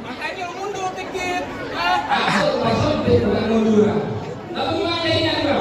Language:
Betawi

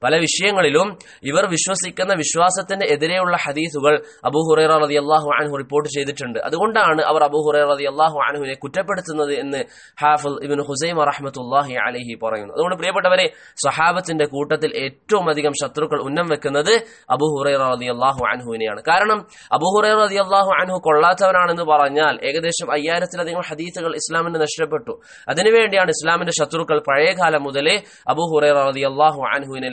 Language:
Malayalam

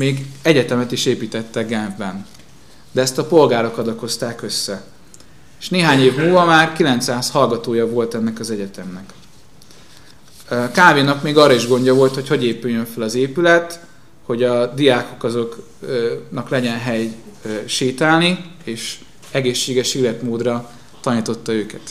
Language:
Hungarian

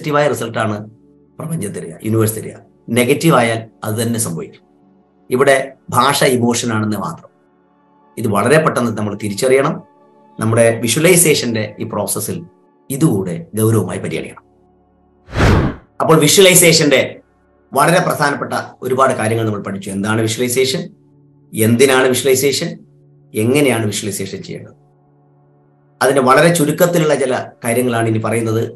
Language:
Malayalam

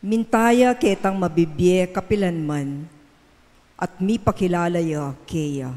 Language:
Pampanga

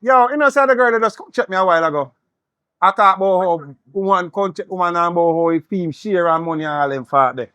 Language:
Jamaican Creole English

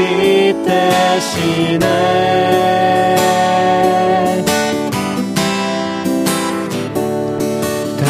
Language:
Korean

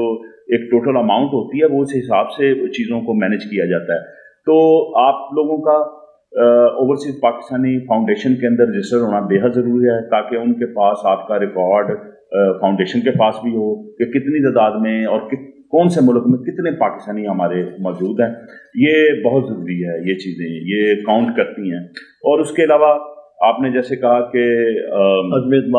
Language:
Urdu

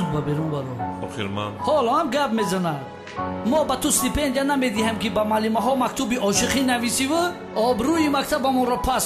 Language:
Tajik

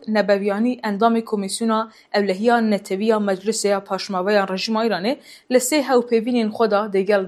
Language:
Kurdish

